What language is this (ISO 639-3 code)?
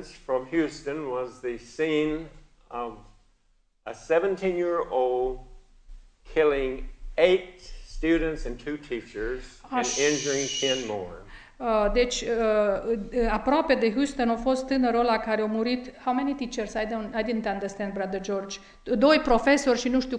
ron